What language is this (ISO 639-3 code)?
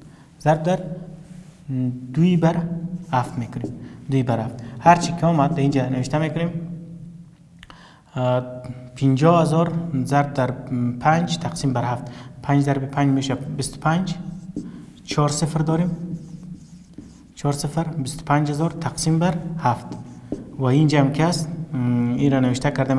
fas